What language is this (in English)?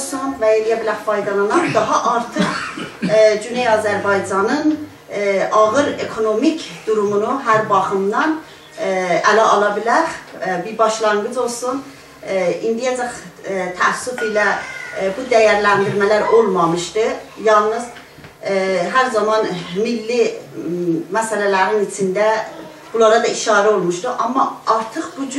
South Azerbaijani